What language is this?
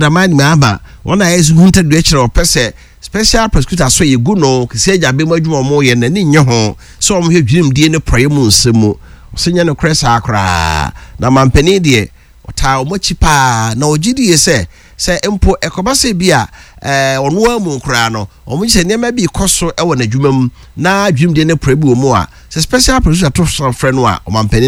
Akan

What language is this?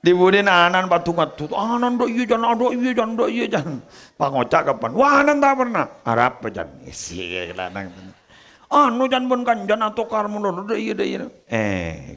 Madurese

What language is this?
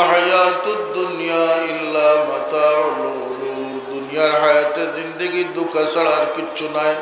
Sylheti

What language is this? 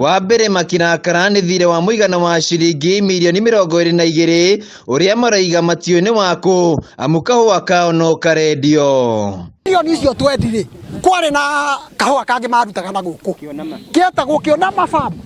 Kikuyu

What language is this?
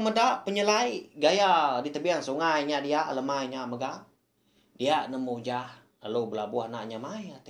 Iban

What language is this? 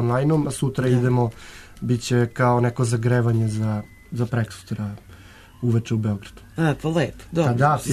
Serbian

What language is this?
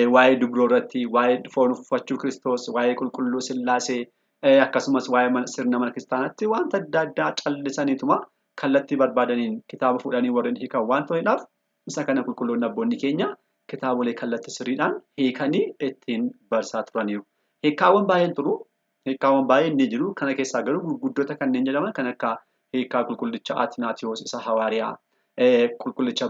Oromo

